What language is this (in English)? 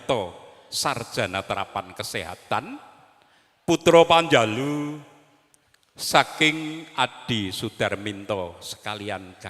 Javanese